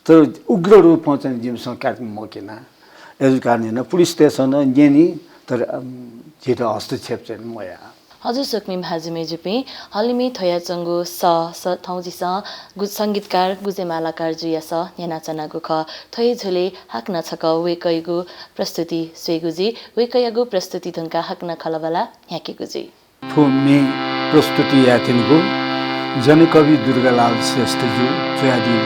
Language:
Newari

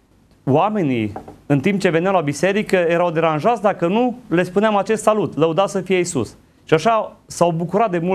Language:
Romanian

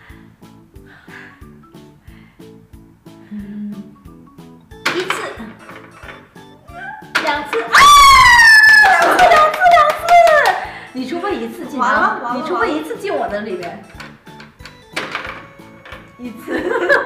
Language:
Chinese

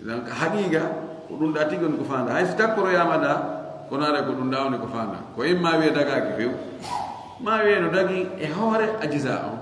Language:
Fula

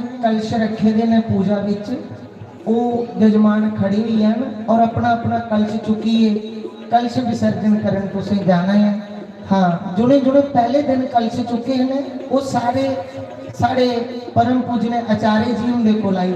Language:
Dogri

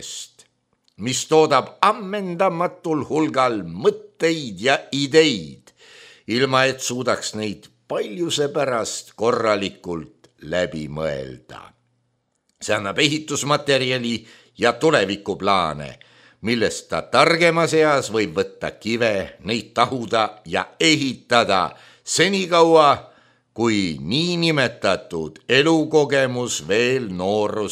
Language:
Estonian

